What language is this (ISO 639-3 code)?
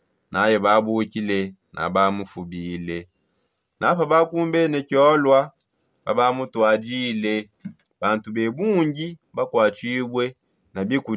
sop